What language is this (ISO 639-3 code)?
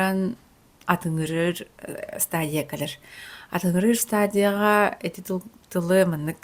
sah